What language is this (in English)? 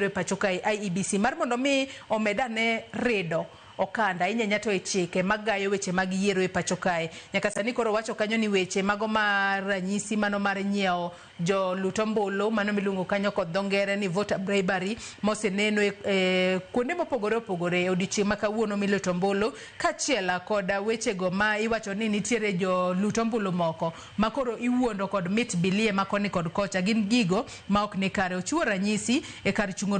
Luo (Kenya and Tanzania)